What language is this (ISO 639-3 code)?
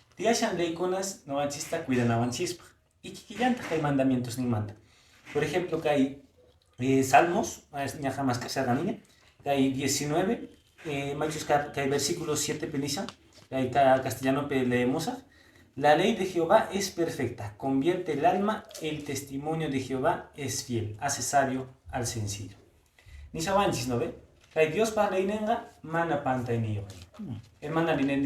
que